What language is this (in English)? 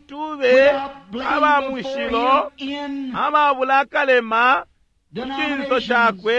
Bemba